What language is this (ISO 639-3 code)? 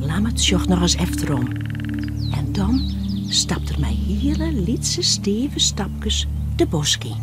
fry